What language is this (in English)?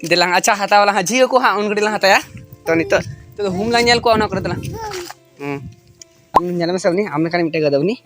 Santali